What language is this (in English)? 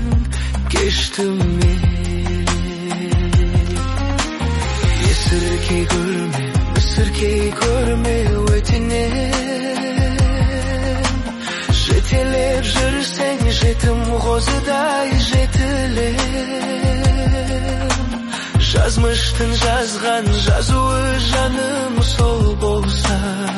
Kazakh